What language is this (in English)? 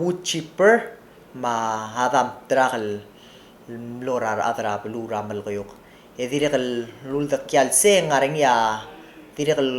Palauan